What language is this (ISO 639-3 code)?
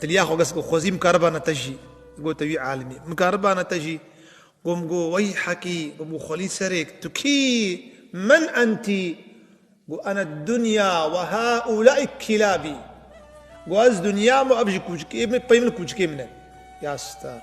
kur